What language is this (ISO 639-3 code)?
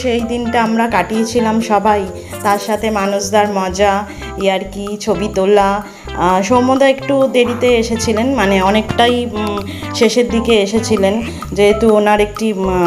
ben